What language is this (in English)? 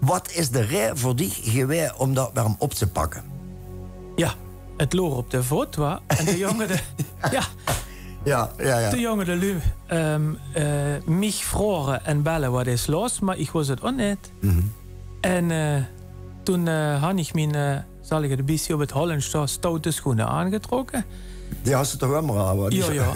Limburgish